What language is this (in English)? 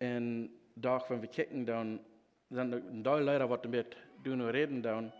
Plautdietsch